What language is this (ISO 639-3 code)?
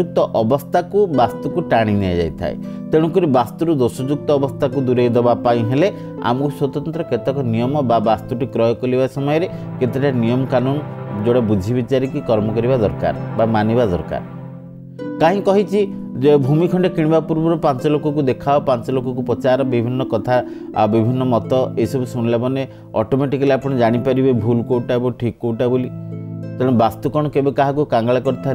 ori